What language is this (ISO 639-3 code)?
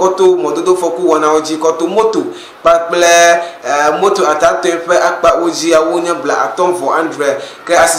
ewe